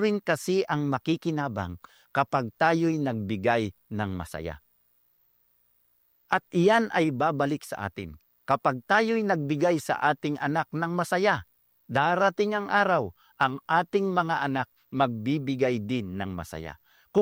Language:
Filipino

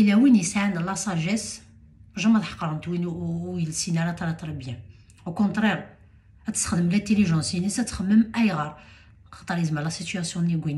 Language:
Kabyle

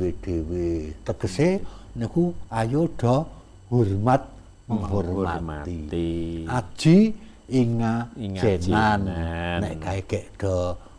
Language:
Javanese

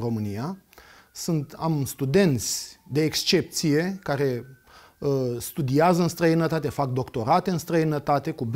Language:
Romanian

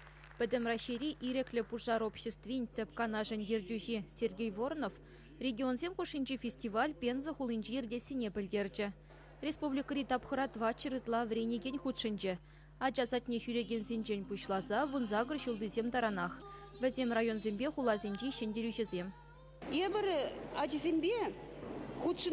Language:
Chuvash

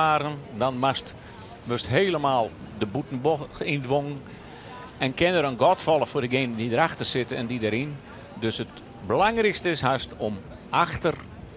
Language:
Western Frisian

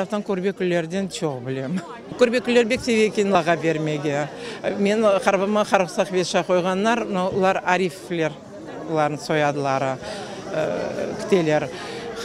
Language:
Crimean Tatar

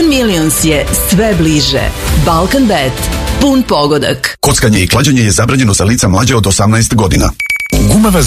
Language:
Serbian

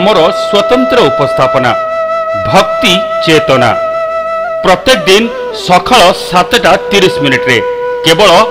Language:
Odia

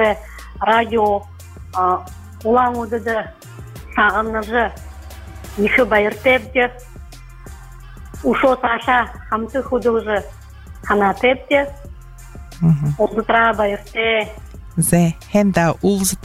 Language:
Buriat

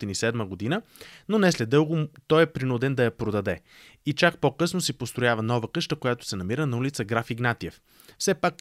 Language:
Bulgarian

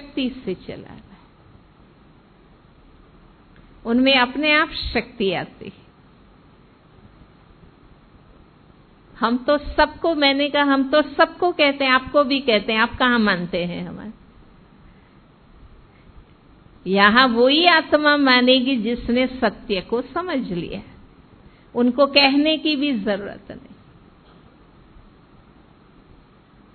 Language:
Hindi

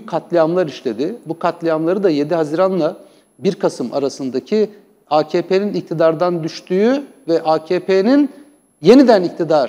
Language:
Turkish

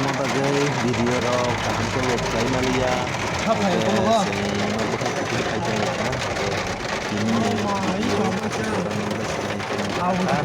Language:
Kok Borok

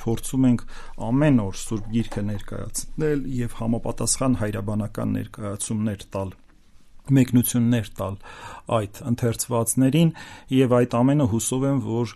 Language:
Armenian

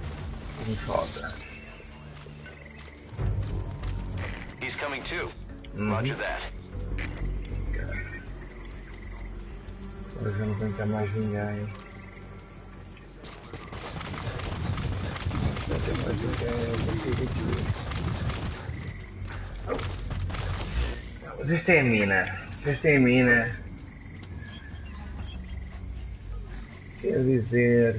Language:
Portuguese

